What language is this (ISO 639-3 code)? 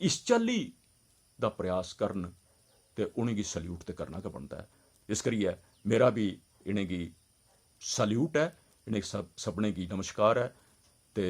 doi